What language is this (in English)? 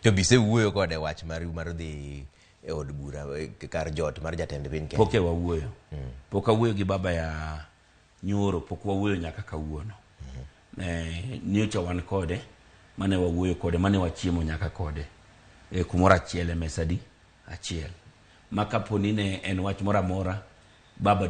Luo (Kenya and Tanzania)